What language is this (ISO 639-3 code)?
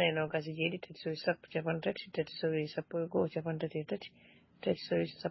ful